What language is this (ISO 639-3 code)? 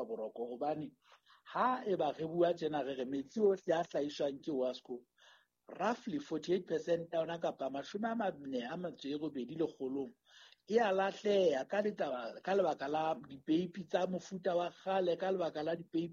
sot